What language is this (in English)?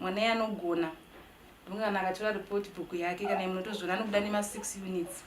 Shona